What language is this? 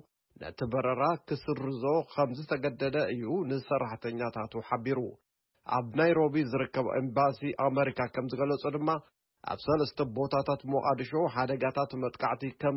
Tigrinya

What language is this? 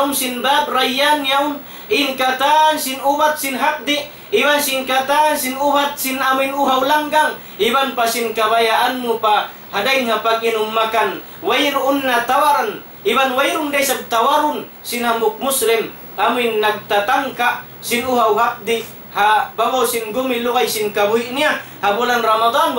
Tausug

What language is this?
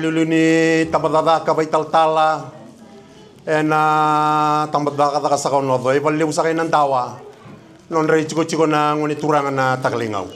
Fijian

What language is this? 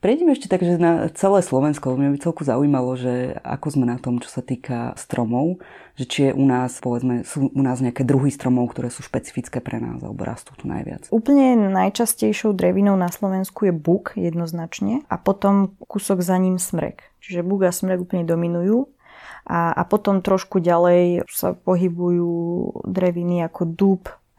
Slovak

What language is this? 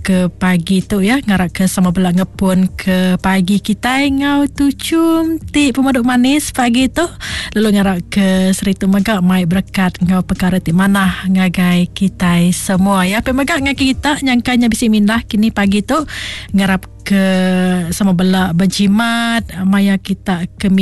Iban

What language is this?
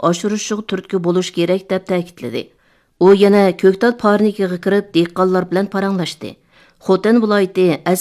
Uyghur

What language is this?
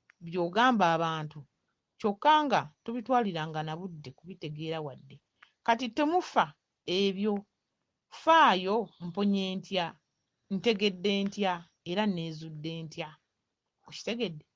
Ganda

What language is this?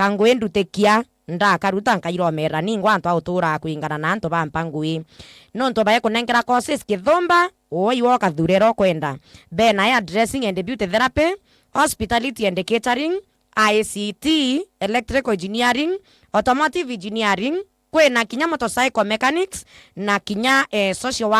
Meru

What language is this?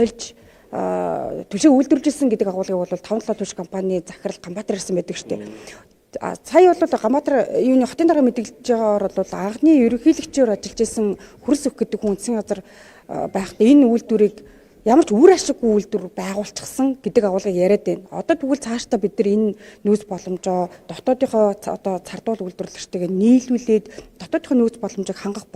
Mongolian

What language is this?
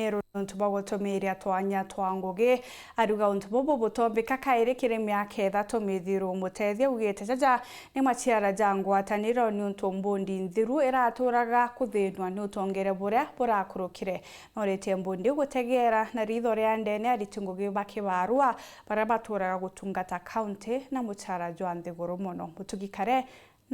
Meru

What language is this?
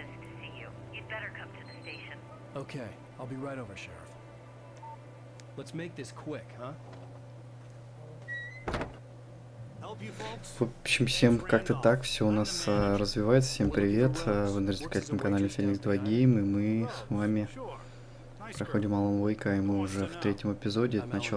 Russian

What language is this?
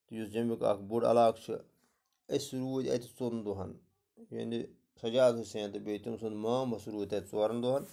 Kashmiri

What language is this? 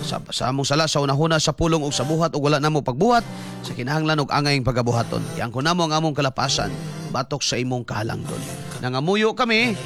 Cebuano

